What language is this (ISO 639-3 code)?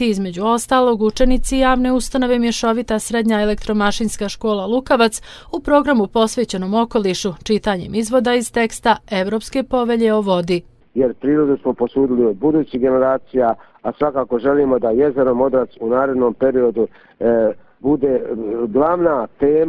bos